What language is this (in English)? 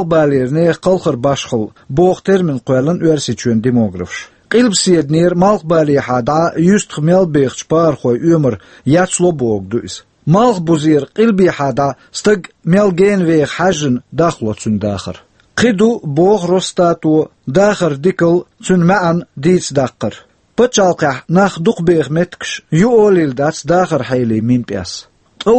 Chechen